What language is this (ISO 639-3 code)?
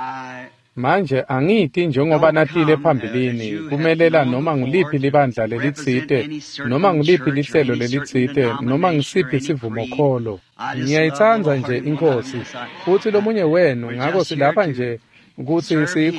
ssw